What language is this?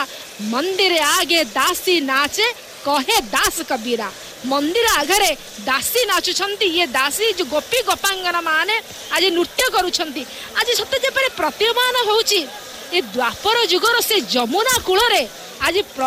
Odia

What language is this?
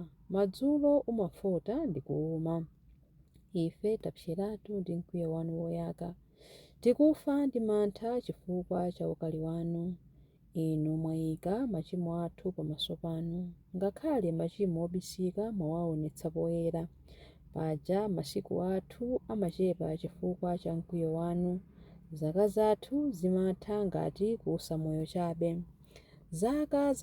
Nyanja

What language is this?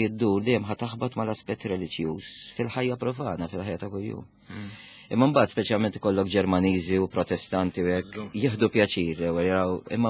Maltese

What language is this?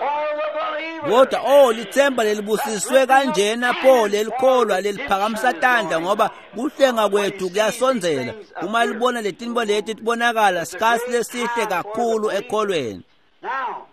Swati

